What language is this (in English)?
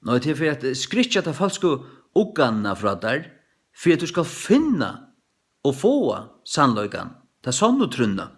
Faroese